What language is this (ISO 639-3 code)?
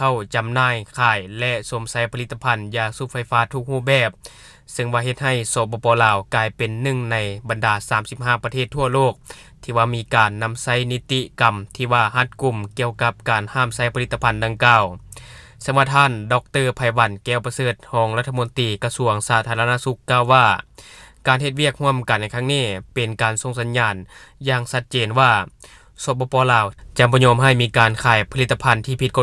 lao